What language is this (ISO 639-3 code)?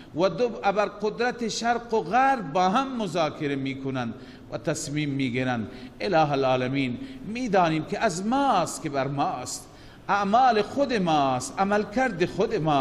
fas